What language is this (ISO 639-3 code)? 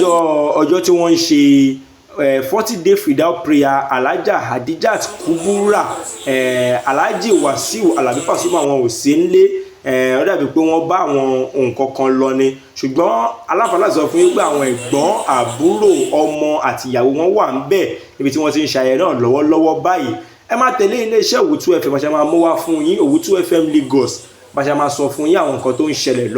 yor